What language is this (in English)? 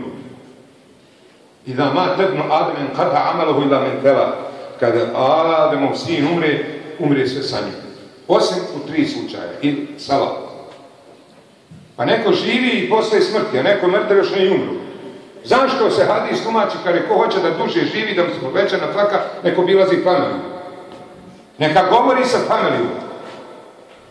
Bosnian